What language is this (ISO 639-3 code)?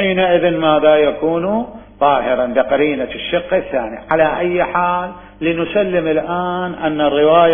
acm